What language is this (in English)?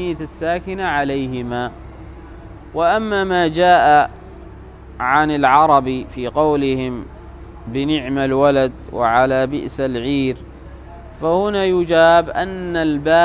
Arabic